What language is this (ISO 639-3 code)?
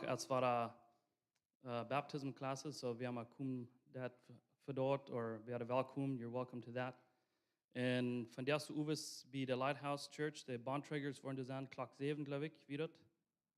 pdt